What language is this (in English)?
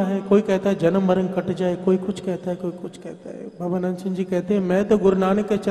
Hindi